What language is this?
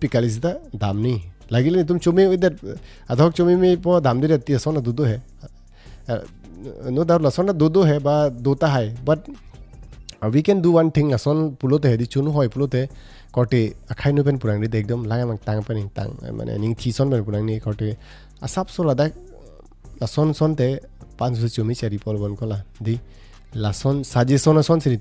Karbi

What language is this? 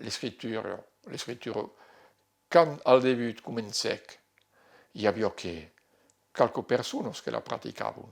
Occitan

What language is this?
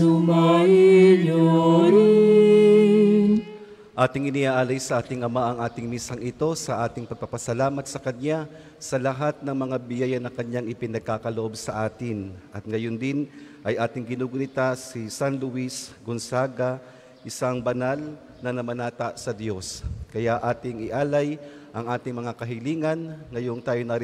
Filipino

